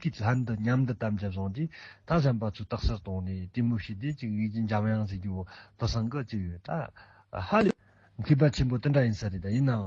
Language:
Tibetan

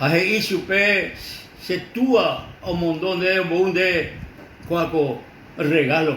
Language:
Guarani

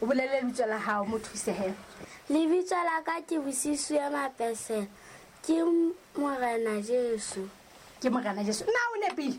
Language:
Southern Sotho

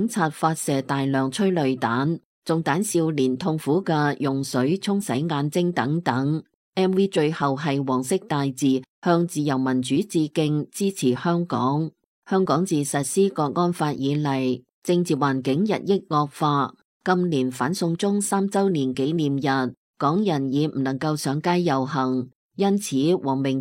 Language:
Cantonese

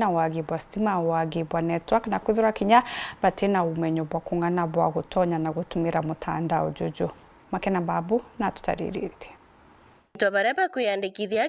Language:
Meru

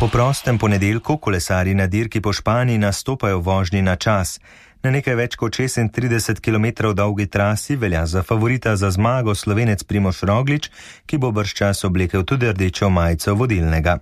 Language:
Slovenian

